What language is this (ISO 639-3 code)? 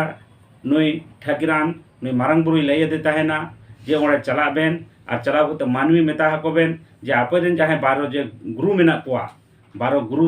sat